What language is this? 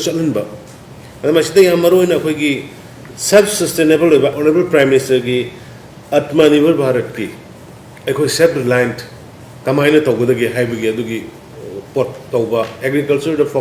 Manipuri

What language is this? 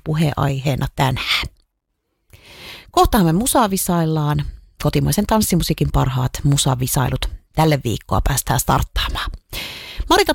Finnish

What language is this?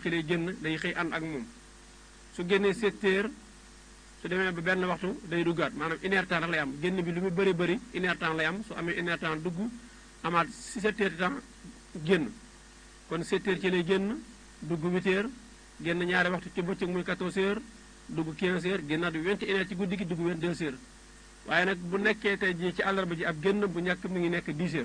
Wolof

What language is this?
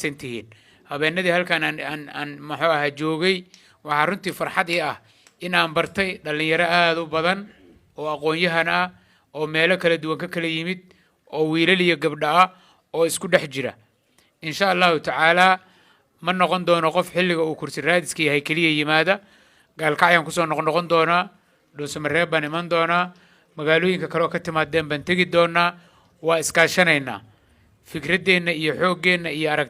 Somali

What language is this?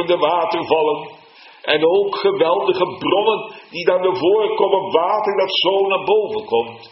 Dutch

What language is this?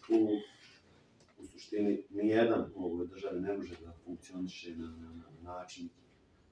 Bosnian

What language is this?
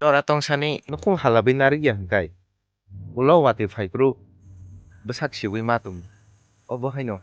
Kok Borok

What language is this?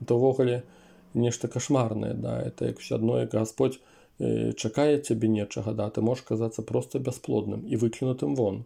Belarusian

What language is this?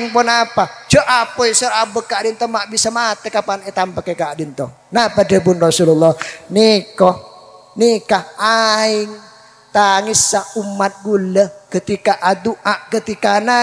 Madurese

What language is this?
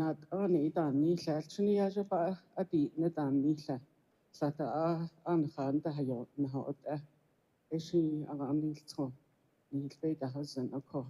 Navajo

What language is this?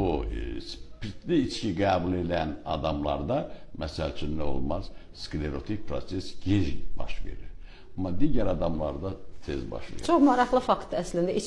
Azerbaijani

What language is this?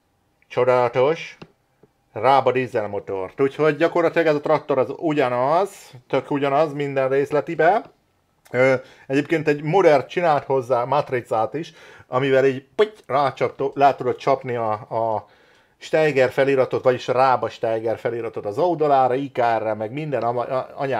Hungarian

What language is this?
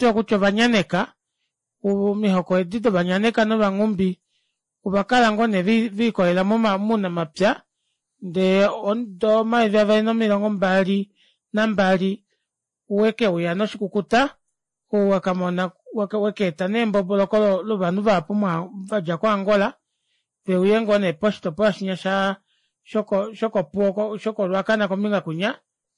Kuanyama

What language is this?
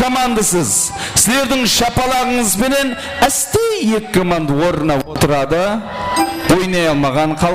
Kara-Kalpak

